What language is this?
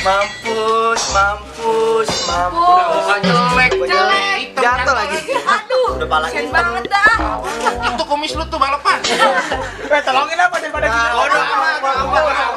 Betawi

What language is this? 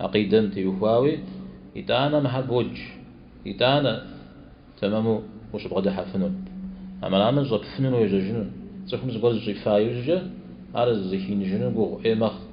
Kabardian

